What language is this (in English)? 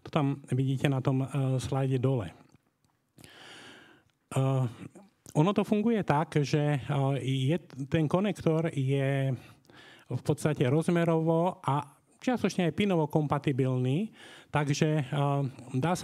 Slovak